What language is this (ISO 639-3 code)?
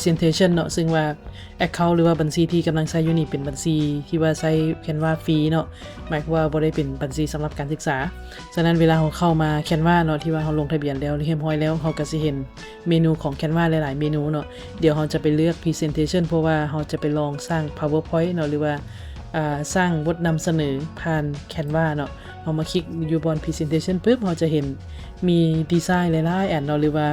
lao